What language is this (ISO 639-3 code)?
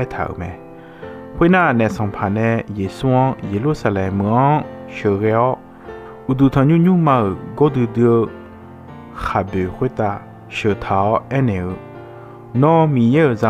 ahk